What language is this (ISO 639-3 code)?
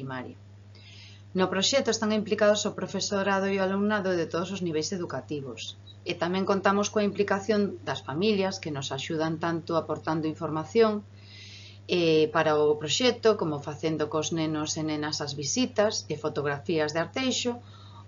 glg